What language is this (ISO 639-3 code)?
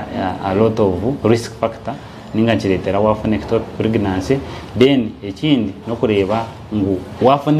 nyn